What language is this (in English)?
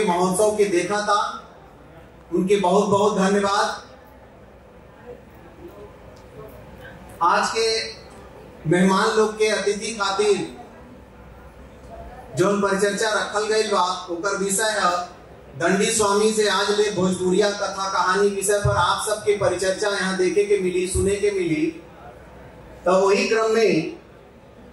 Bhojpuri